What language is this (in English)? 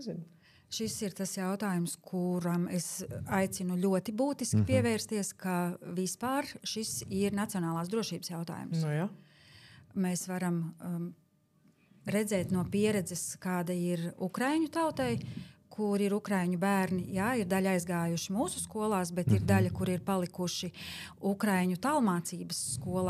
Latvian